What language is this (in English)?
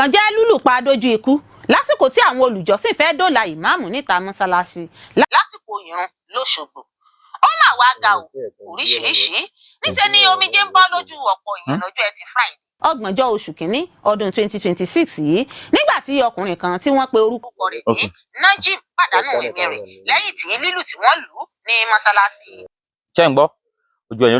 Yoruba